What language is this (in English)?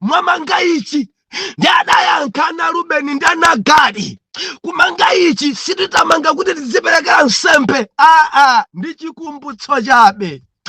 Nyanja